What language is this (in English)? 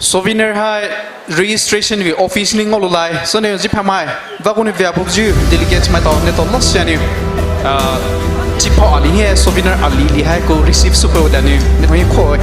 Poumei Naga